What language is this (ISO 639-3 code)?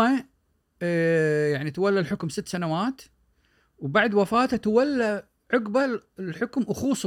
afb